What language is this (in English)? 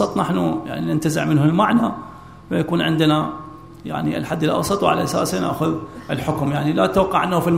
Arabic